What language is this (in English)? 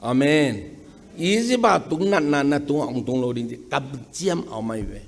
Tedim Chin